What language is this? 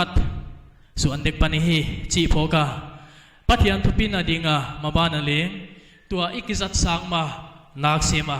Paite Chin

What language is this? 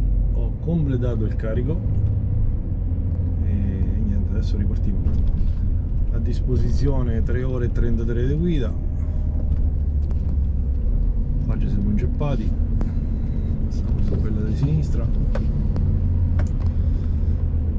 Italian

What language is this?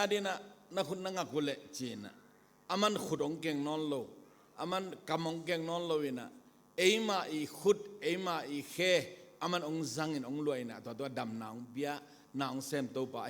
Tedim Chin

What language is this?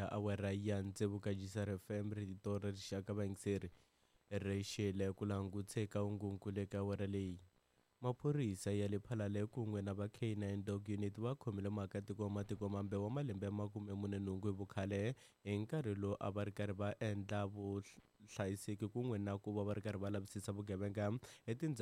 Tsonga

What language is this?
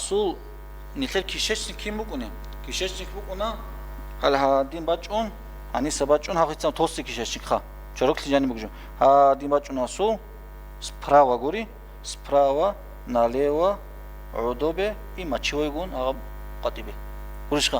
Avaric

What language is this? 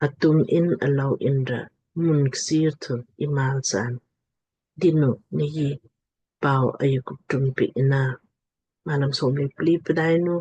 Lamkang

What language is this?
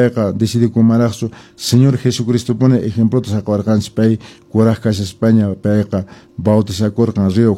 Quechua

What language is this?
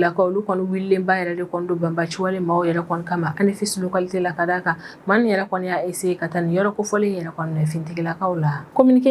Bambara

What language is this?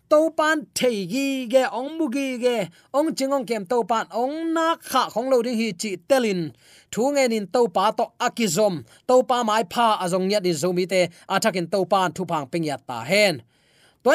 Tedim Chin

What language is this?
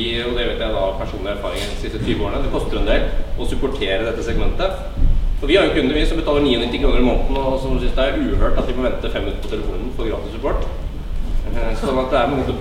Norwegian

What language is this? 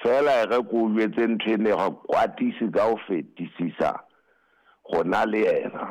Southern Sotho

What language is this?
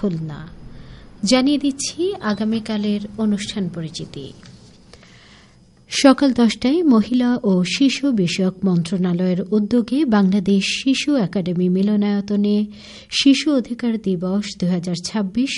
Bangla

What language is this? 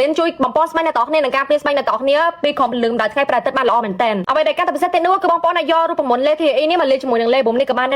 Khmer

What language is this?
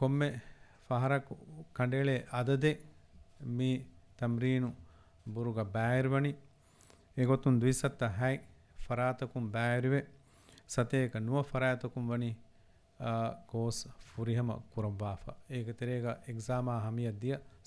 Divehi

